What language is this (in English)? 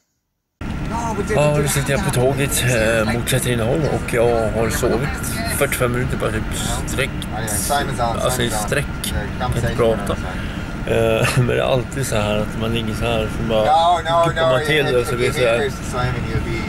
Swedish